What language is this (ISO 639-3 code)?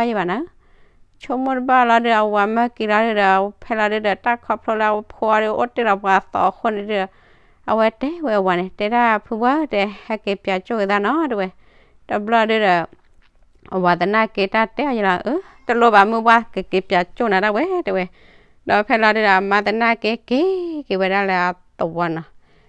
ksw